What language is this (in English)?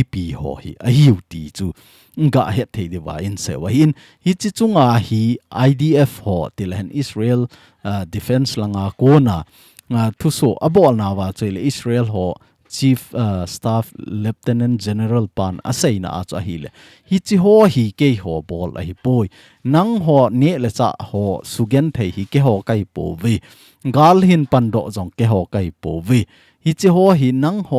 Thado Chin